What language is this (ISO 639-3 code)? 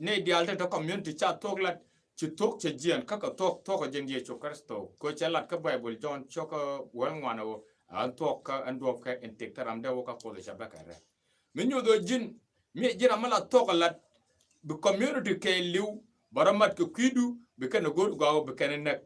nus